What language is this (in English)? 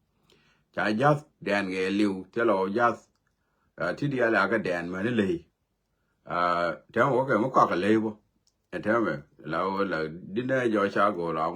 Nuer